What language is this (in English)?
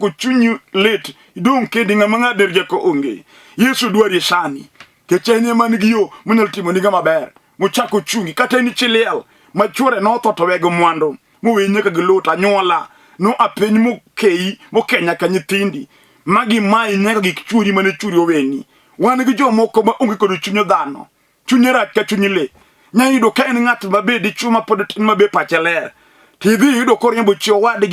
Luo (Kenya and Tanzania)